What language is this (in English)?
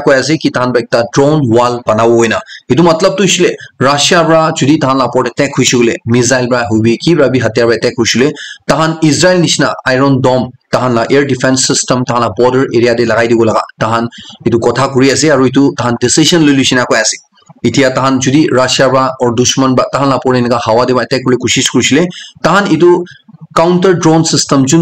Naga Pidgin